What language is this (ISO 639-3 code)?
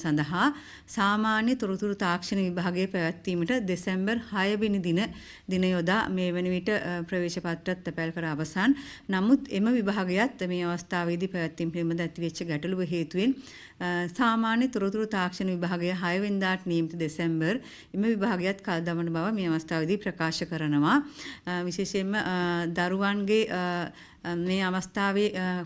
sin